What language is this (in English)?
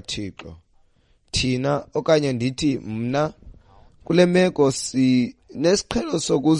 Xhosa